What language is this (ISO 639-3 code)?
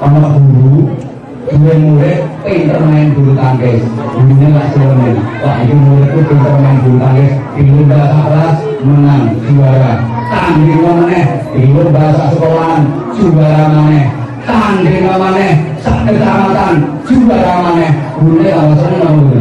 jav